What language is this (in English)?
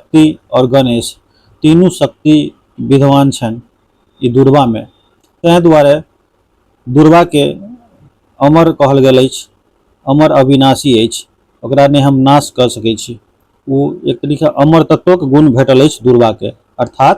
Maithili